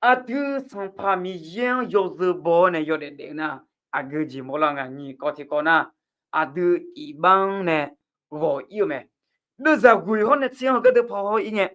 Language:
Akha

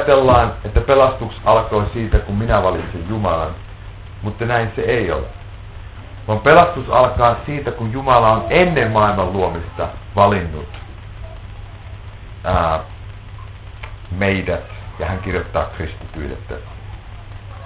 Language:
Finnish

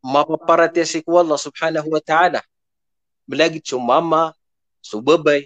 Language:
Maranao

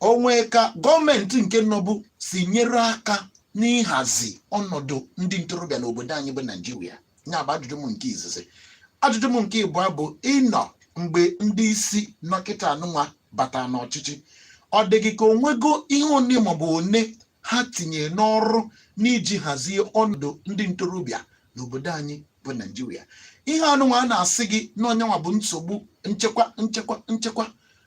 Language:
Igbo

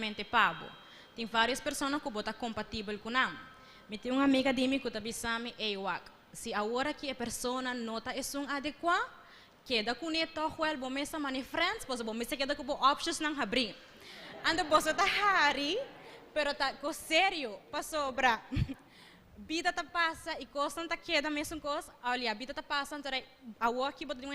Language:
Papiamento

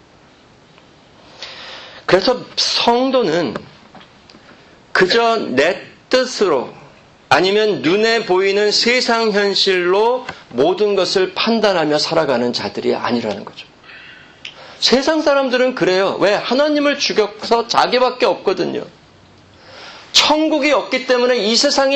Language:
Korean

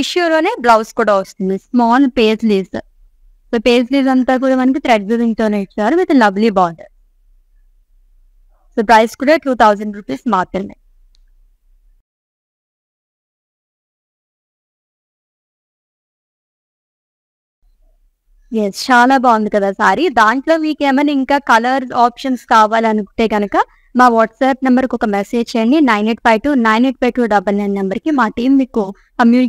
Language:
Telugu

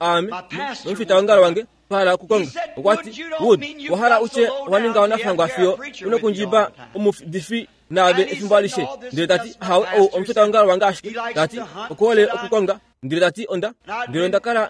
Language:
Kuanyama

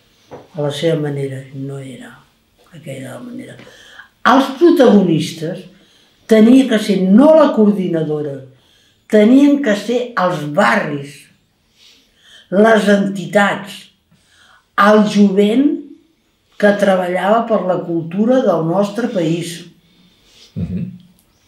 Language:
Catalan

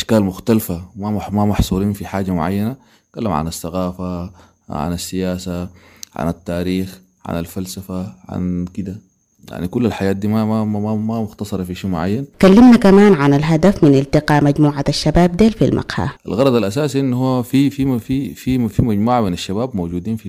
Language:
Sudanese Arabic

